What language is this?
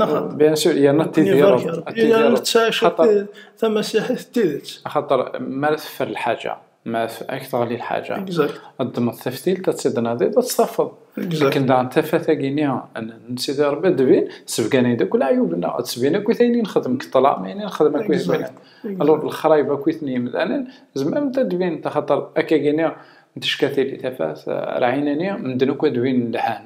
Kabyle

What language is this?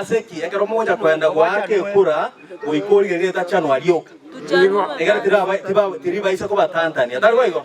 Gusii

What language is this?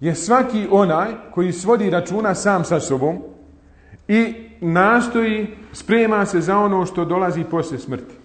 Bosnian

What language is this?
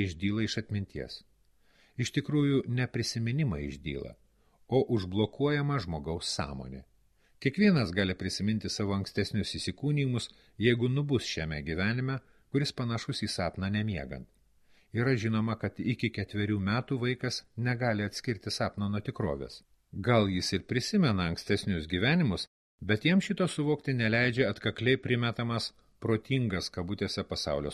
Lithuanian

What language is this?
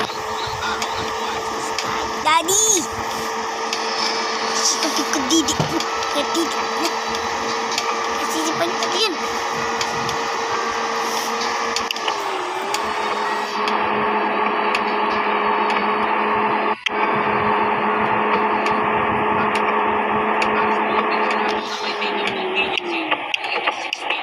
Filipino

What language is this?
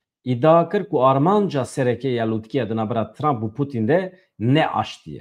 Kurdish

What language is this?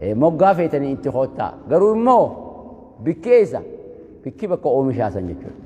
Oromo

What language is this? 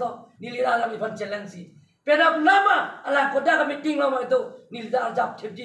Karbi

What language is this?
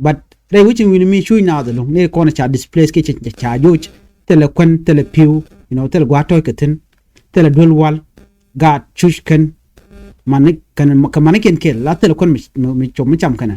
Nuer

